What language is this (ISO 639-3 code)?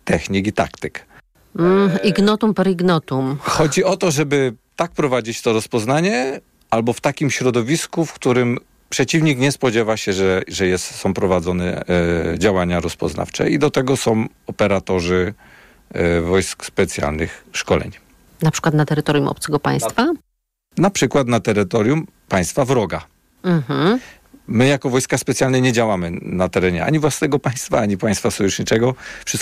pol